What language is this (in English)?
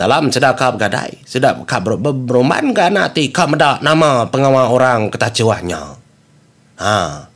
Iban